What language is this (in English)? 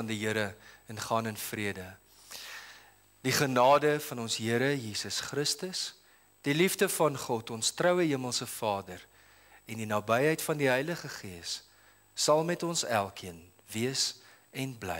Afrikaans